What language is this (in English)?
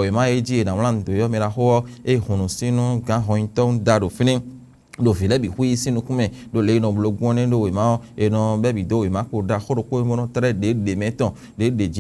Fon